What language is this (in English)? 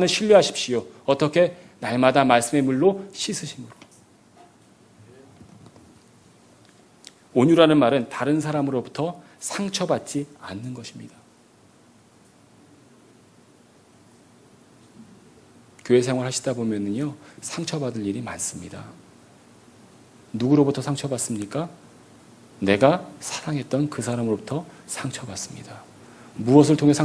Korean